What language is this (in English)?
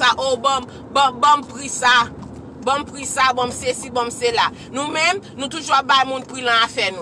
Haitian Creole